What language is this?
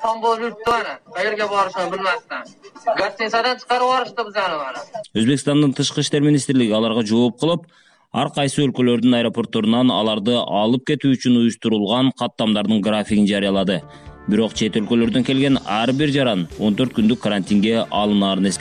Kyrgyz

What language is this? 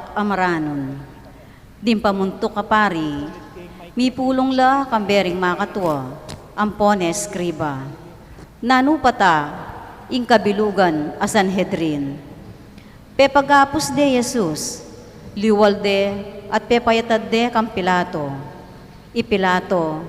Pampanga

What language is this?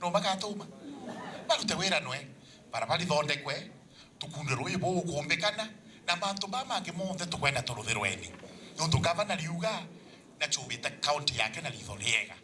Meru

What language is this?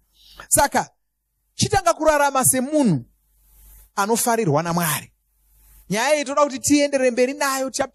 Shona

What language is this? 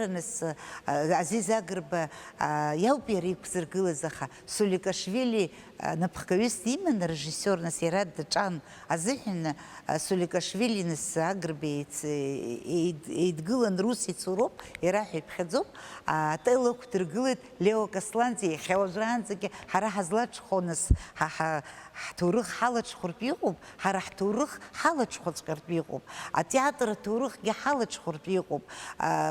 Abkhazian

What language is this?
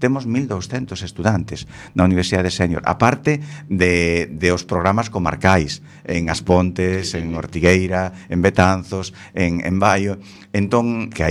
Galician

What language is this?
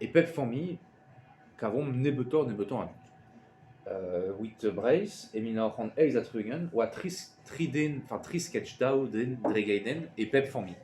Breton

